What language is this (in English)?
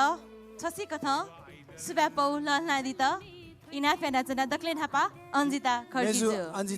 Newari